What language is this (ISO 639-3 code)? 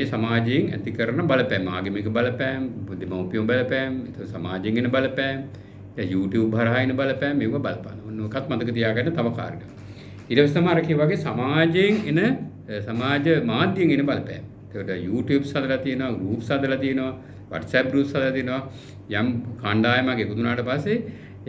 sin